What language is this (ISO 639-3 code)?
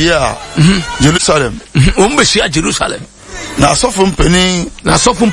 aka